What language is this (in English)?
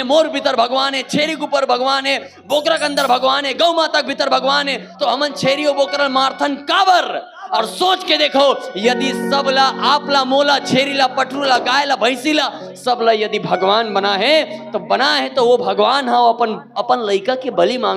Chhattisgarhi